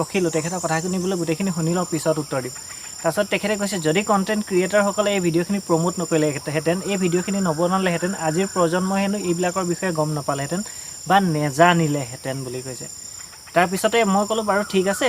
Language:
Assamese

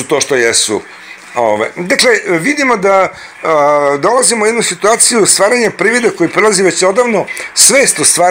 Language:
Serbian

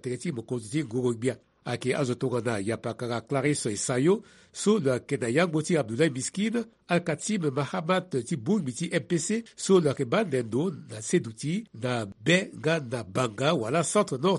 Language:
Sango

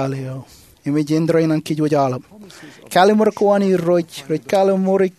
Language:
Marshallese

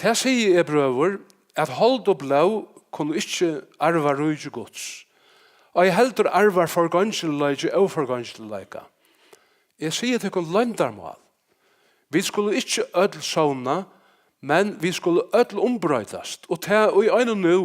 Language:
Faroese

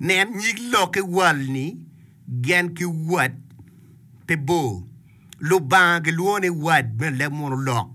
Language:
Acoli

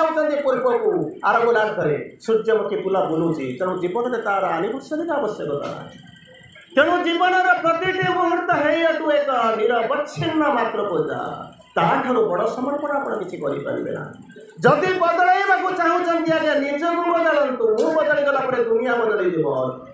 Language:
Odia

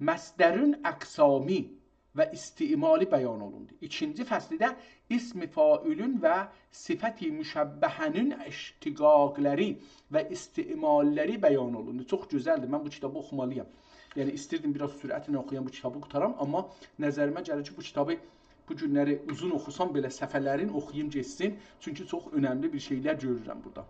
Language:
South Azerbaijani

